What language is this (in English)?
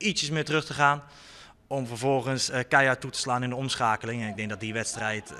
Western Frisian